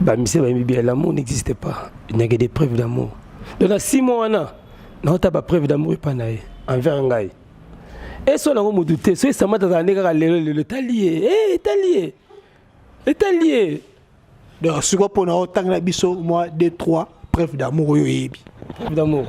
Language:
Lingala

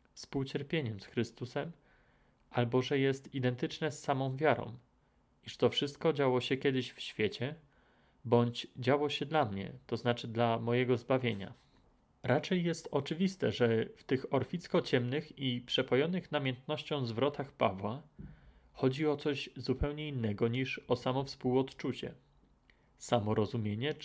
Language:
Polish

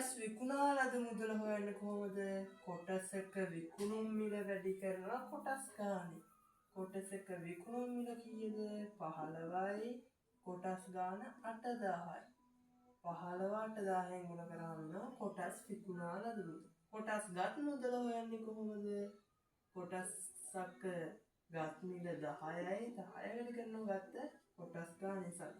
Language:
Sinhala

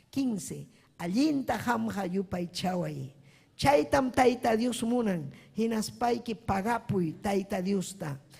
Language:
Ayacucho Quechua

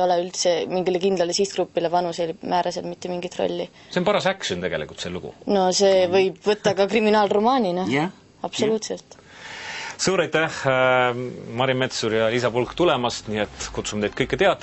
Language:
Estonian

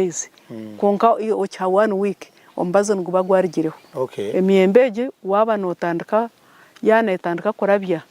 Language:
Nyankole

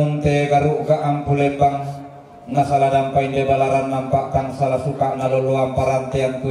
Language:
Toraja-Sa'dan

